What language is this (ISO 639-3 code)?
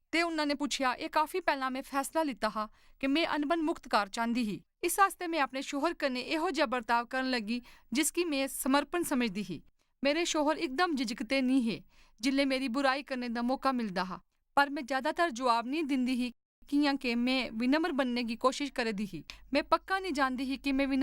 doi